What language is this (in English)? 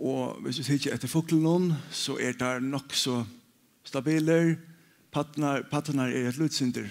Faroese